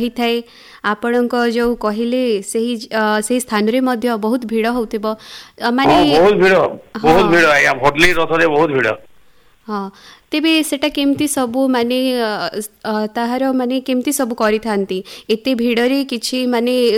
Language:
Odia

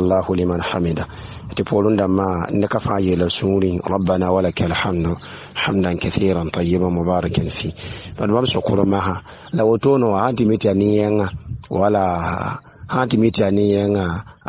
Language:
Mossi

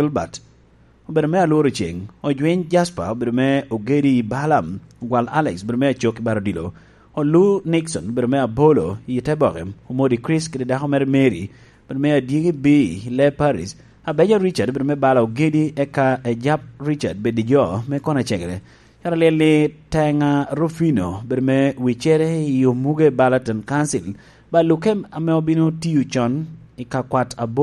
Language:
Lango (Uganda)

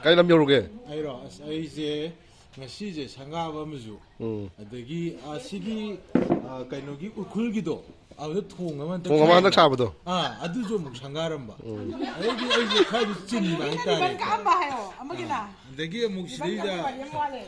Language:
Manipuri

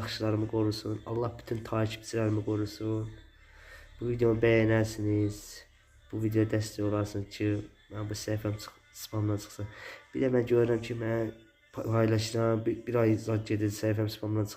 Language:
Azerbaijani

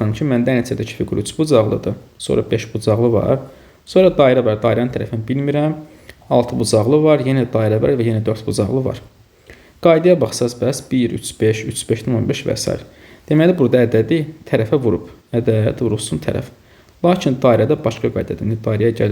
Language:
Azerbaijani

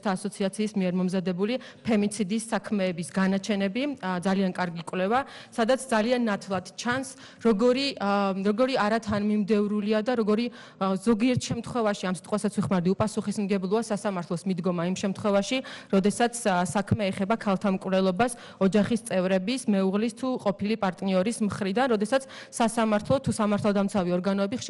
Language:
Georgian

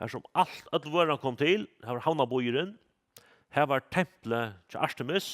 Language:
Faroese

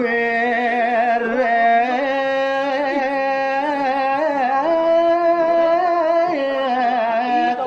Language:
Balinese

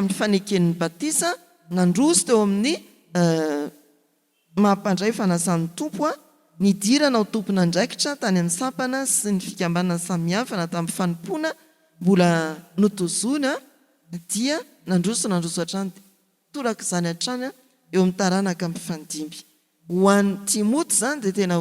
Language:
Malagasy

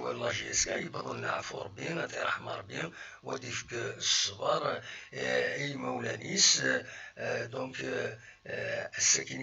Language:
Kabyle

